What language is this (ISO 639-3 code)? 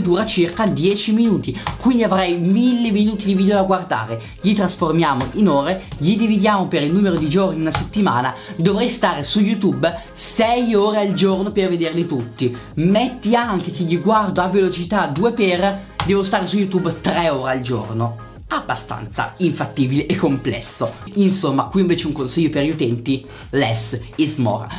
ita